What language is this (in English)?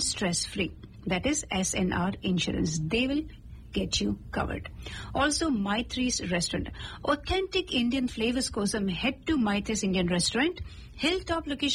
Telugu